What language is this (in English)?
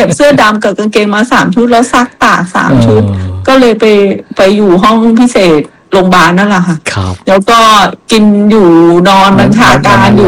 Thai